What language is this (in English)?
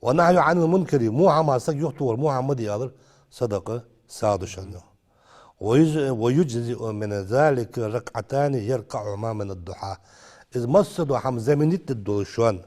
Ingush